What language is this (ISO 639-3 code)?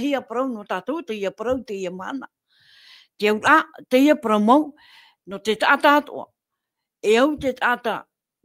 tah